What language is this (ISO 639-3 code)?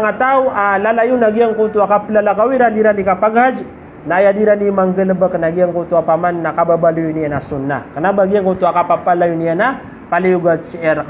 mrw